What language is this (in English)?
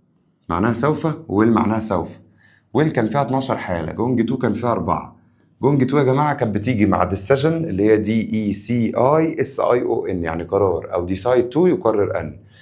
Egyptian Arabic